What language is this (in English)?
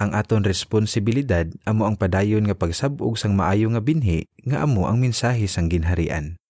Hiligaynon